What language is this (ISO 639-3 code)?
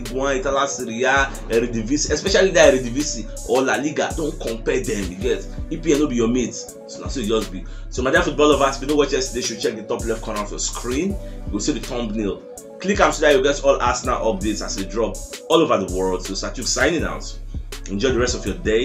pcm